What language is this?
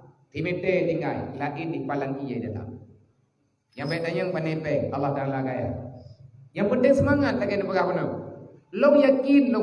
Achinese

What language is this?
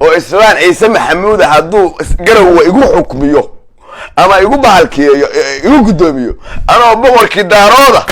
Somali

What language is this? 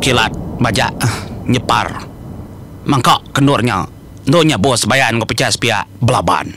Iban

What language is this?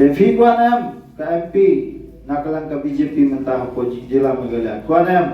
Khasi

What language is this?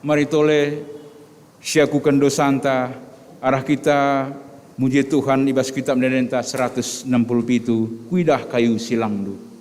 Batak Karo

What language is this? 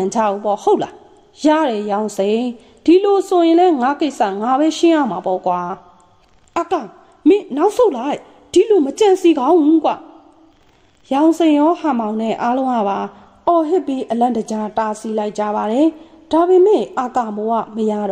Burmese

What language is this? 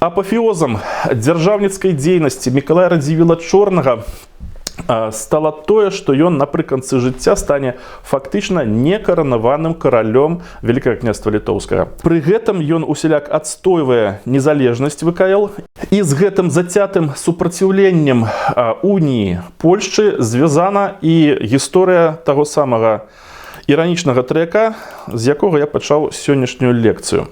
Belarusian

